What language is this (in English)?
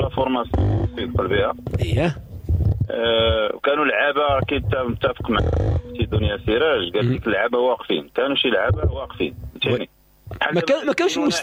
Moroccan Arabic